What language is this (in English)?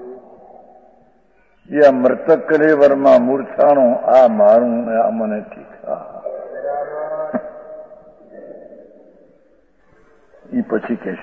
Gujarati